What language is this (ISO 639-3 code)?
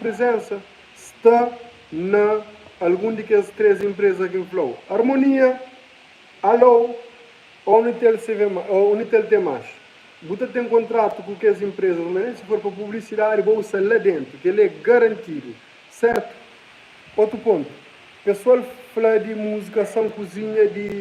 kea